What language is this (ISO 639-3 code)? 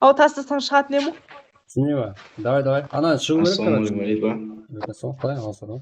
kaa